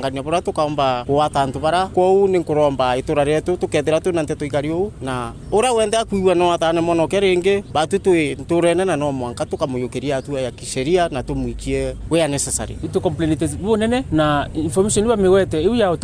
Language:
Meru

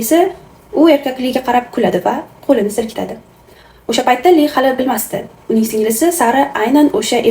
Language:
Uzbek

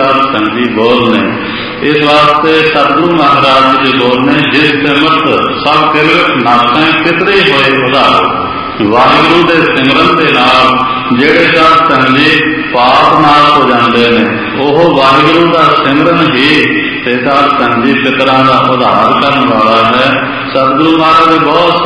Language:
Punjabi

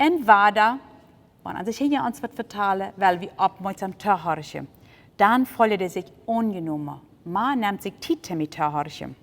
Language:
Plautdietsch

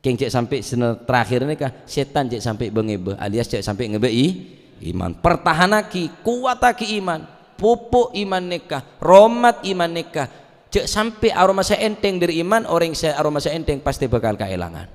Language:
Madurese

